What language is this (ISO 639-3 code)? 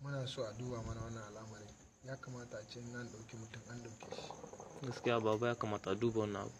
hau